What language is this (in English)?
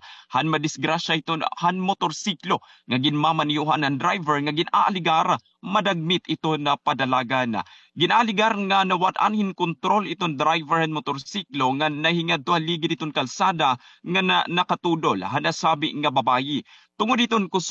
Waray